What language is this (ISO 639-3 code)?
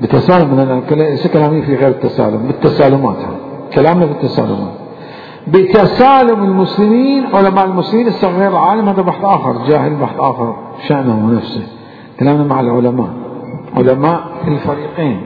acm